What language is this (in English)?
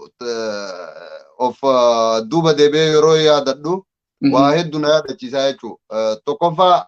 Oromo